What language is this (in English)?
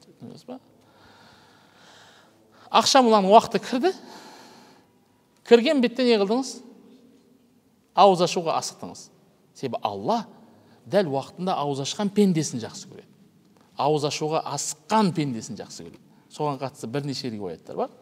Kazakh